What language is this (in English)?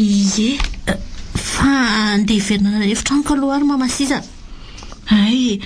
Malagasy